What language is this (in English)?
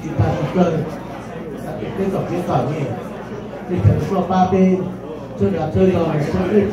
Hmong